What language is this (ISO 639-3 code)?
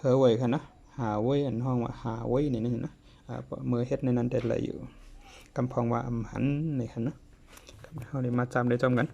shn